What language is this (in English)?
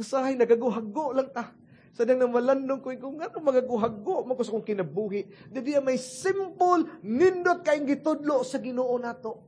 Cebuano